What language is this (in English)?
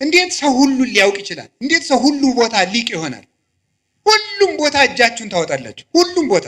Amharic